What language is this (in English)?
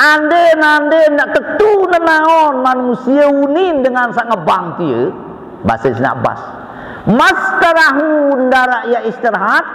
Sasak